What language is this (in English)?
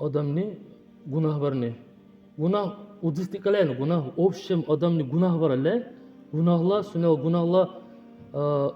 Dargwa